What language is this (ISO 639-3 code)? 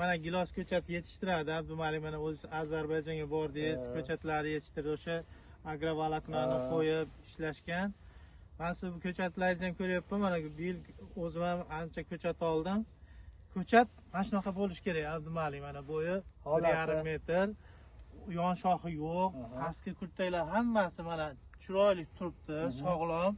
uzb